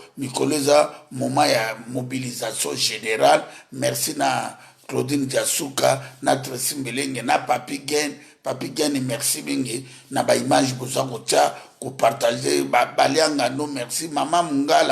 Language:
Lingala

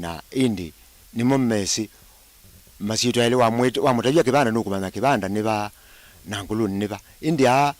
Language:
Kamba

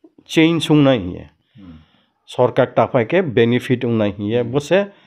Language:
Riang (India)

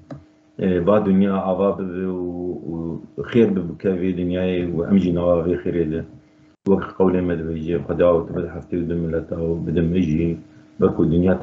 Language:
Kurdish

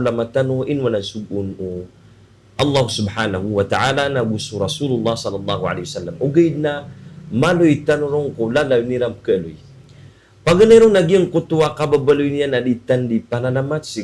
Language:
Maranao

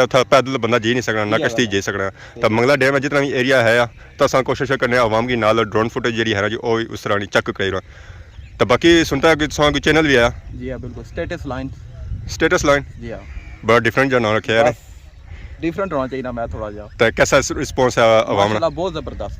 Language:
Pahari-Potwari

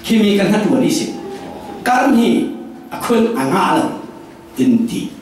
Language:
Falam Chin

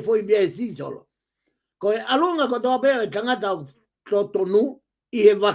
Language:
Tongan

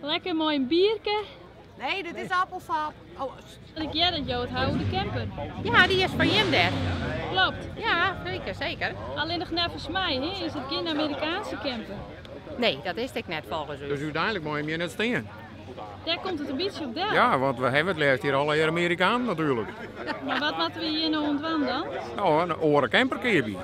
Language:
Western Frisian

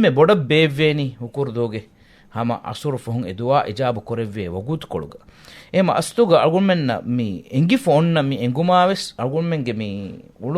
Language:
Divehi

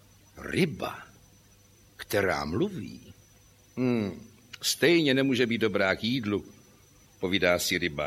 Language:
Czech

